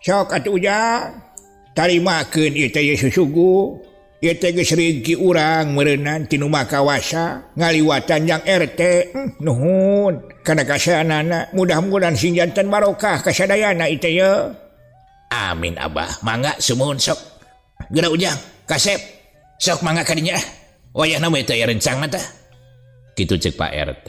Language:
Sundanese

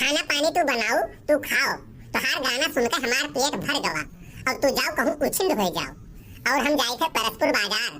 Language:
Awadhi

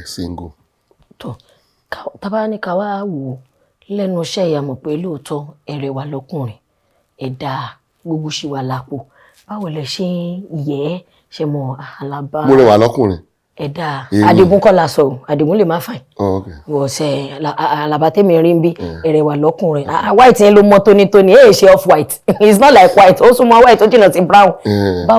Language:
Yoruba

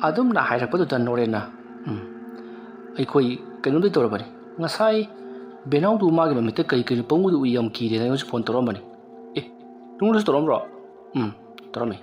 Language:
Manipuri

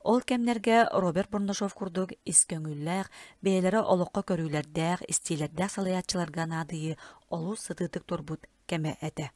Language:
Yakut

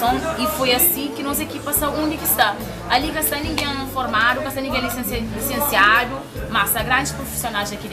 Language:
Kabuverdianu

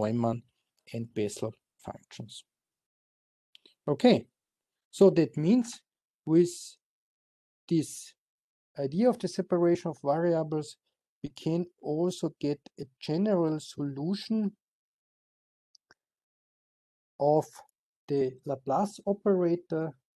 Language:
English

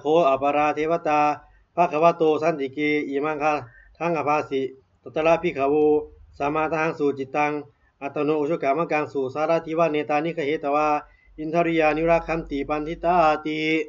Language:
Pali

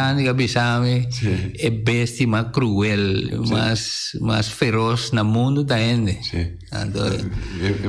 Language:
Papiamento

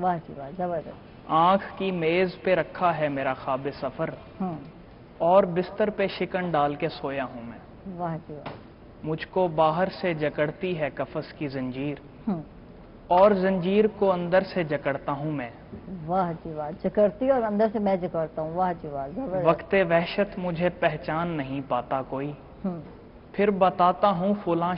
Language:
Urdu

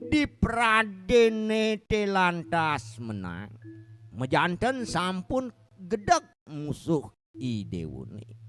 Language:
Balinese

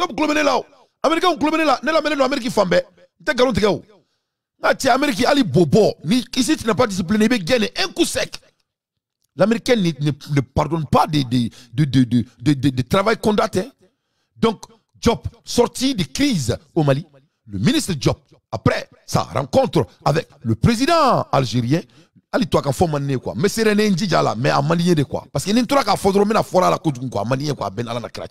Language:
Bambara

